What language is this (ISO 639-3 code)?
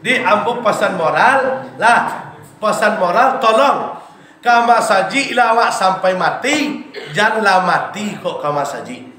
min